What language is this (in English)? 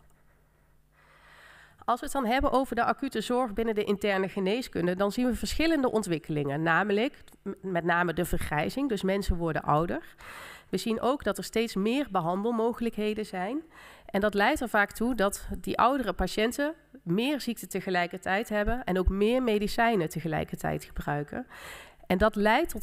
Dutch